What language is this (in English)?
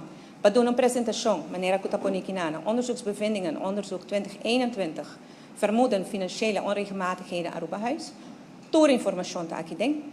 Papiamento